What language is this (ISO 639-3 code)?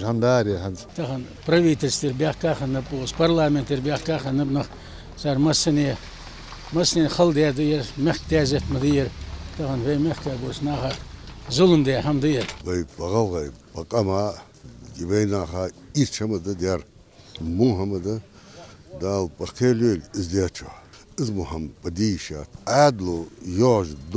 inh